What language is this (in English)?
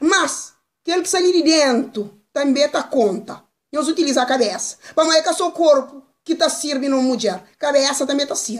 Kabuverdianu